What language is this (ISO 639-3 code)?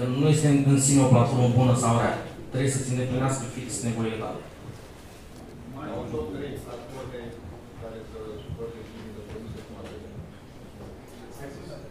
ron